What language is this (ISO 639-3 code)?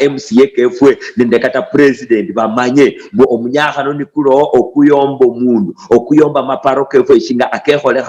luy